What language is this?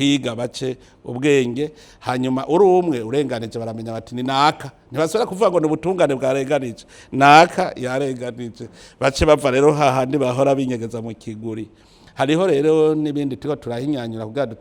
Rundi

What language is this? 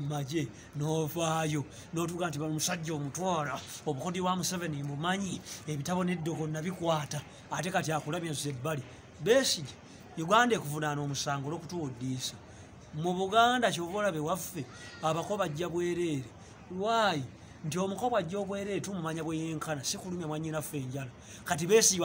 Ganda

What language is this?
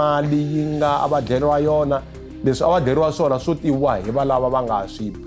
Tsonga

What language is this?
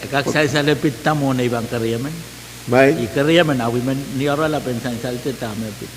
Pohnpeian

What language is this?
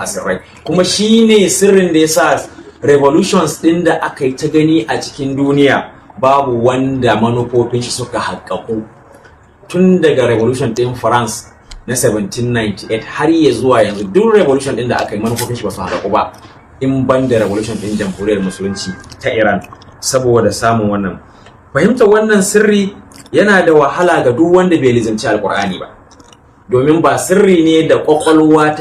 Hausa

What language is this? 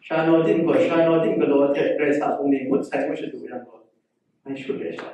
Kachin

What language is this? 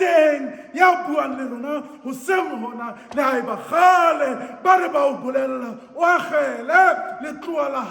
Southern Sotho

